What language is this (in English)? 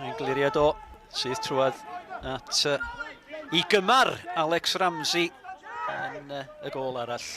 Welsh